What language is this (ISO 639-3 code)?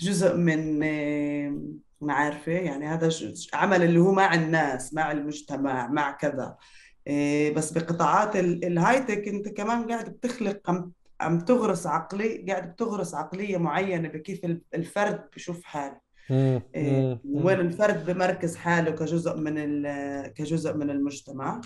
apc